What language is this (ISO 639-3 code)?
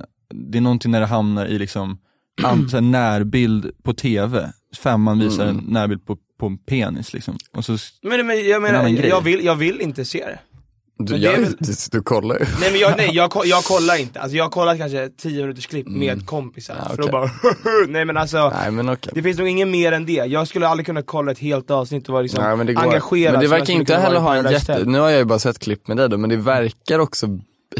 swe